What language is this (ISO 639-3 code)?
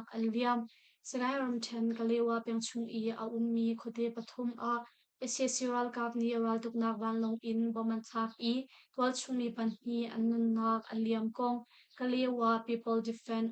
cnh